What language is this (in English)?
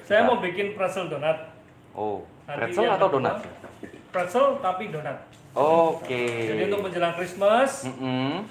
Indonesian